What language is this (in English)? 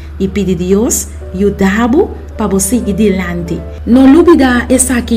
Papiamento